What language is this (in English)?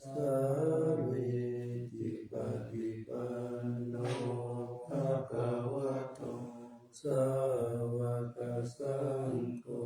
Pali